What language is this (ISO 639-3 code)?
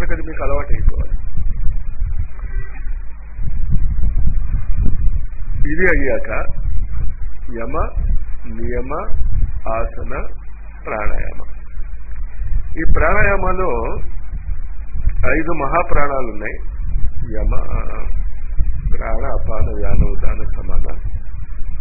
tel